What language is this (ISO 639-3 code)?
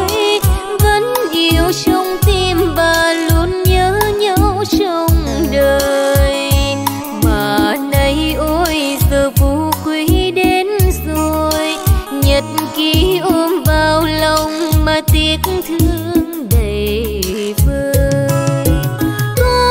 vie